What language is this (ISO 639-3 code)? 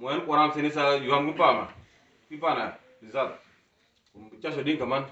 udu